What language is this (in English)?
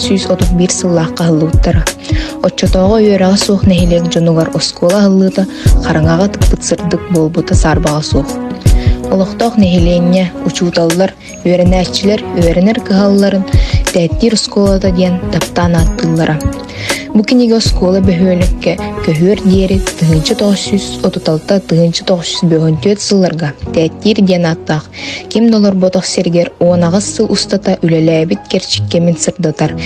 Yakut